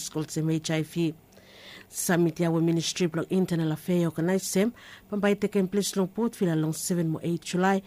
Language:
Bislama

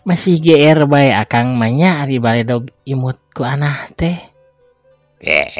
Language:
Sundanese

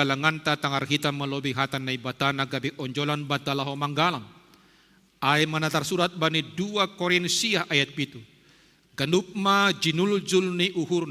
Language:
Batak Simalungun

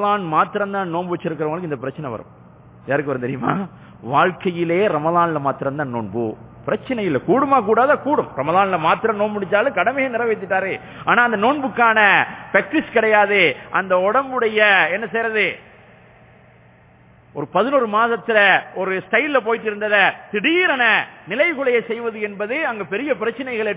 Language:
Tamil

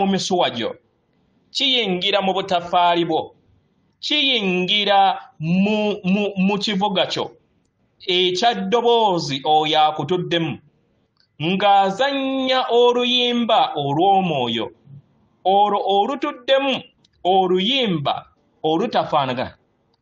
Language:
Ganda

